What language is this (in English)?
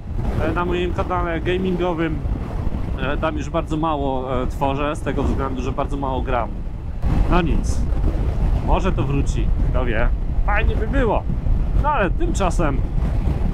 Polish